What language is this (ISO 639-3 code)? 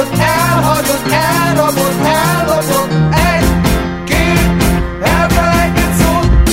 hun